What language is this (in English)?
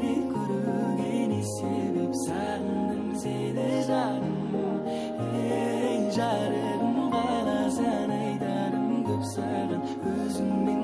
Kara-Kalpak